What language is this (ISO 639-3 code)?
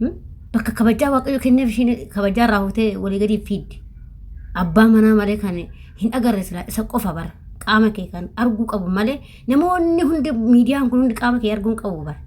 orm